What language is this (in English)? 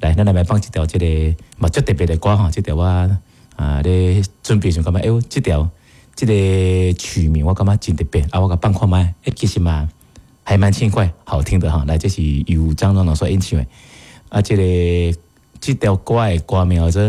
Min Nan Chinese